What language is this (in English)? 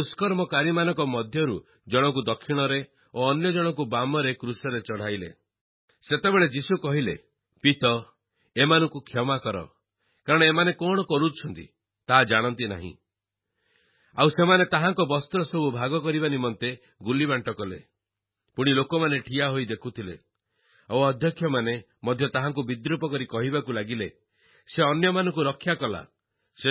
Odia